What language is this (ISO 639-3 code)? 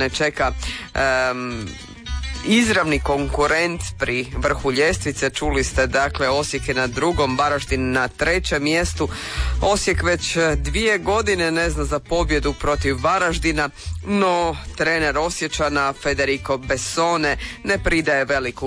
hrv